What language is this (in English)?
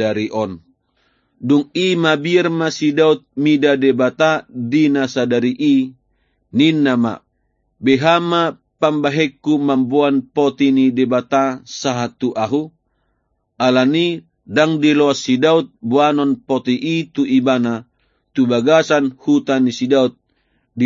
Batak Toba